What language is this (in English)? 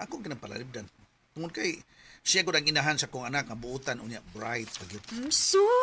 Cebuano